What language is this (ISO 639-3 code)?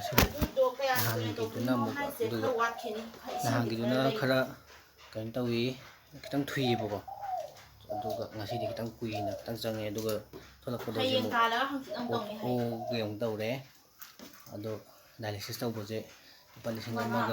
mni